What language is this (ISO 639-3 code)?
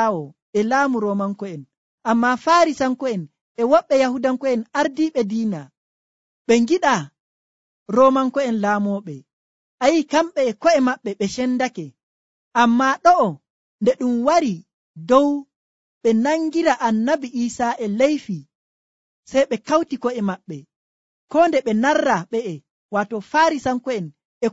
fuv